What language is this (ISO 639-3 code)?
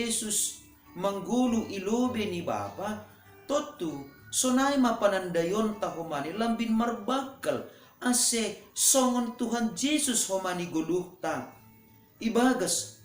bts